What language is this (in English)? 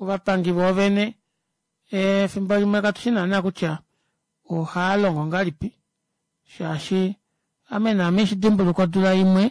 Kuanyama